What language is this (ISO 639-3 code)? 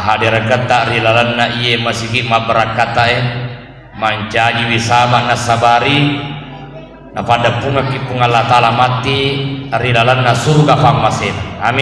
bug